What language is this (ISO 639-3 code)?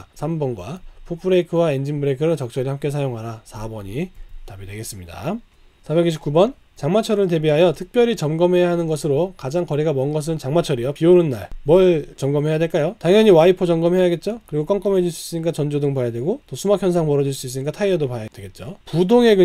kor